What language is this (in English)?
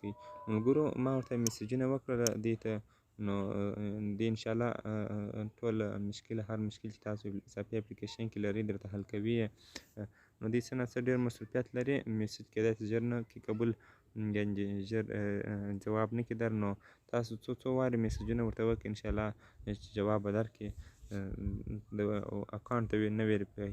Pashto